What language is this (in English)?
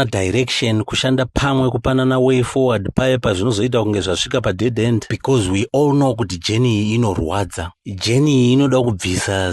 Shona